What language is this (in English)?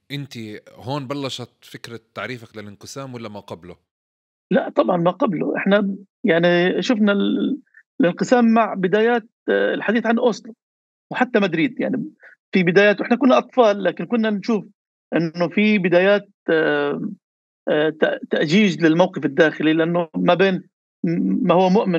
North Levantine Arabic